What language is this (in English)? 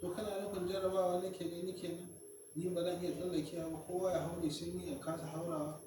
Hausa